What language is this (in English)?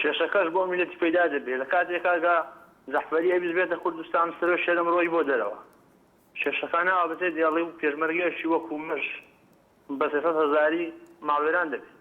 Central Kurdish